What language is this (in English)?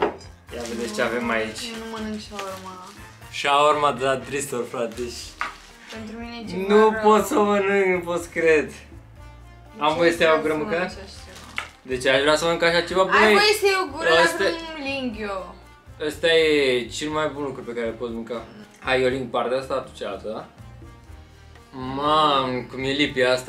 Romanian